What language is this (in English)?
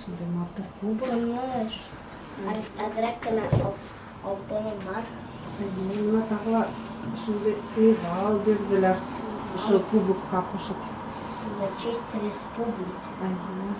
Bashkir